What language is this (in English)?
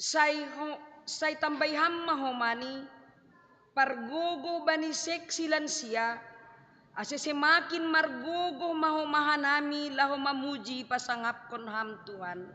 Batak Simalungun